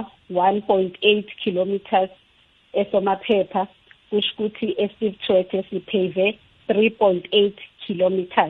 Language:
South Ndebele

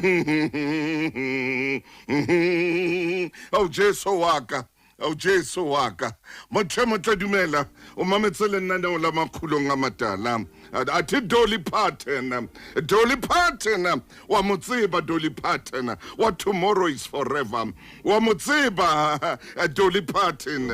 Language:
Southern Sotho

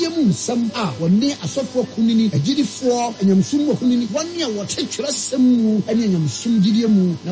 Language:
Akan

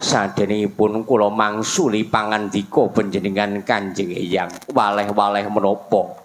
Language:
Javanese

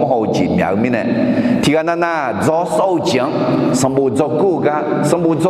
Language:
Akha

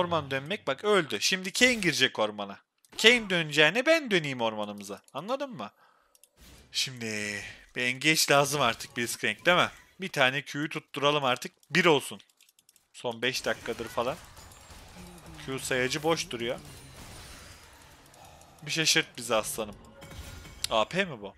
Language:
Turkish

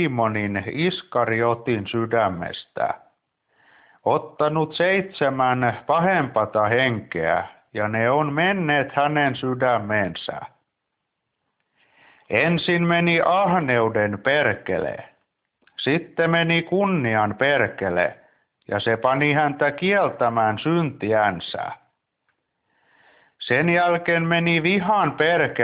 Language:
Finnish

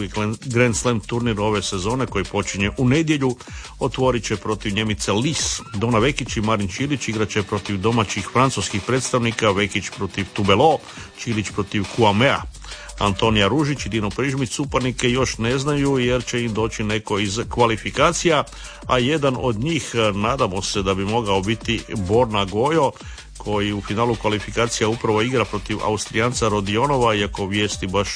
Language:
Croatian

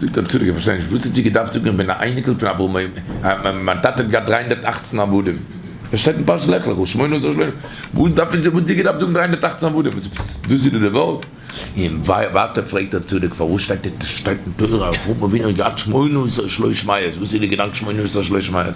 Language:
Yiddish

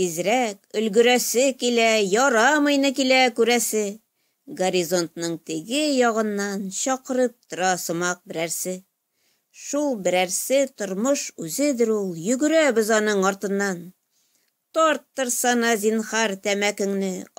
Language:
Tatar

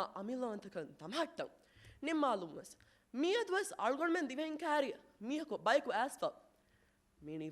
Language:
Divehi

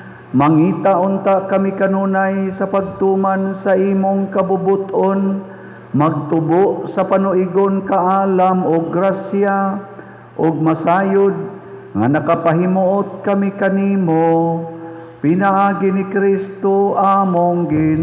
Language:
Cebuano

